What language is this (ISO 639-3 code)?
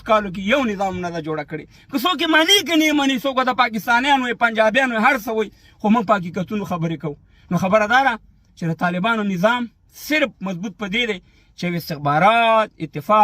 pus